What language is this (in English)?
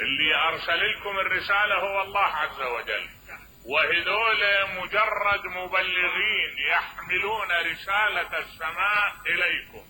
Mesopotamian Arabic